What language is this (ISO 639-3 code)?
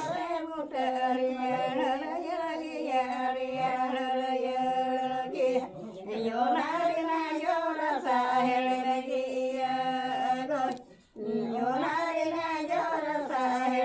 sat